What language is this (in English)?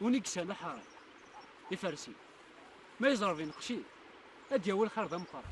Kabyle